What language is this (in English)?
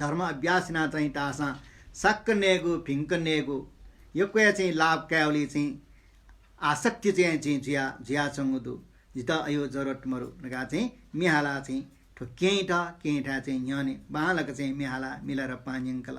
Newari